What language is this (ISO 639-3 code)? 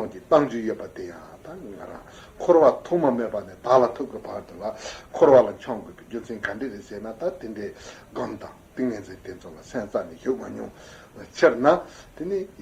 bod